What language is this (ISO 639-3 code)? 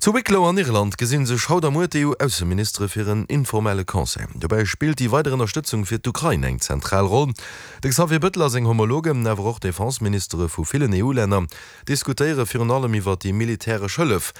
ltz